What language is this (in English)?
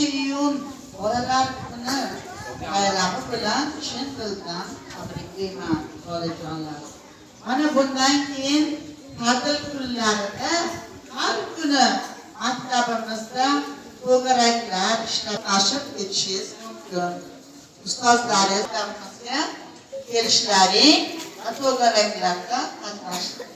Uzbek